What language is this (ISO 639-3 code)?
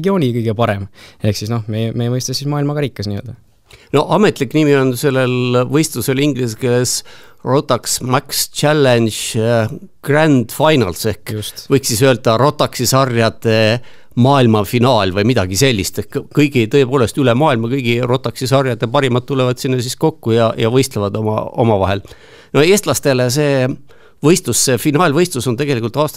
est